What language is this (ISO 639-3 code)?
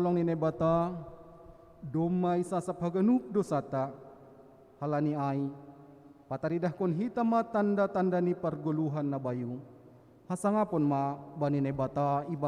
bts